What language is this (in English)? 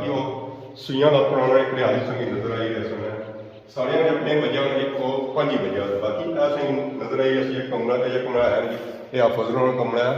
Pahari-Potwari